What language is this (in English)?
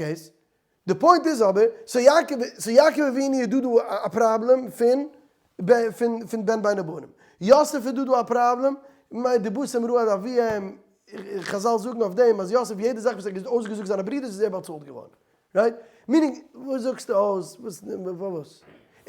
Yiddish